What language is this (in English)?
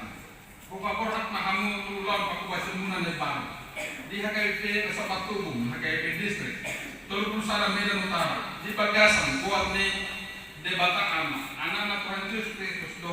Batak Toba